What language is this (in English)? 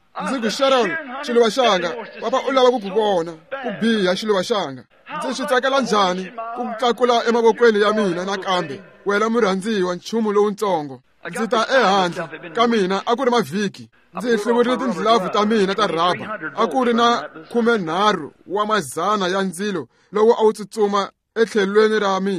Tsonga